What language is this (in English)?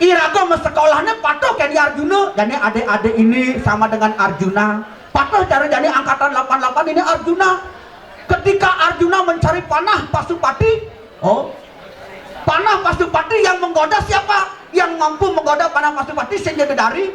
Balinese